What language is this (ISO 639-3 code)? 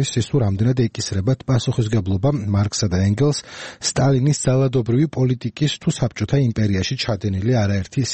kat